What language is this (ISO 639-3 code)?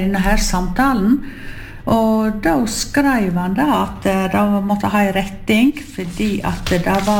nor